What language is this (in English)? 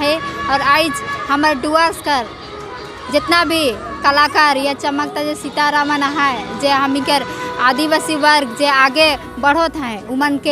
Sadri